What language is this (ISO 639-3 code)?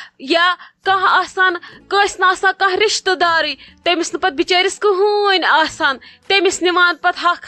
kas